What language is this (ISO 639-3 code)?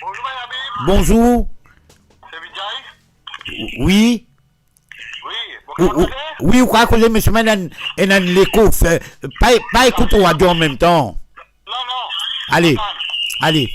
mfe